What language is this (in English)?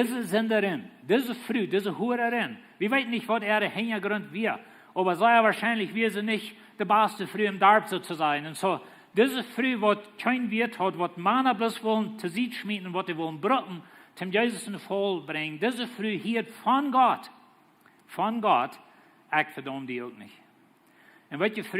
Plautdietsch